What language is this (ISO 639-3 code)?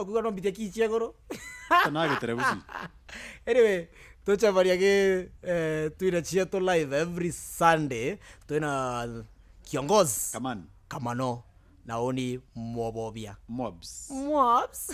mer